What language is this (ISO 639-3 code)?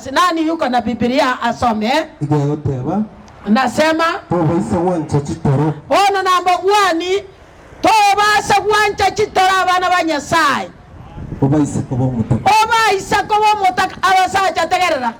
guz